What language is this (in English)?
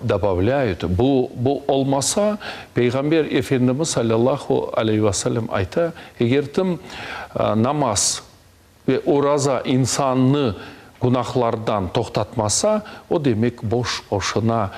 Crimean Tatar